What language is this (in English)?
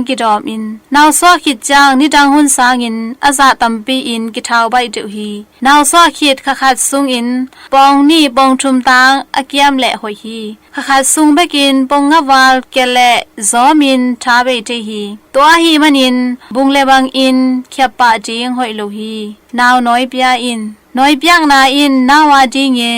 Tedim Chin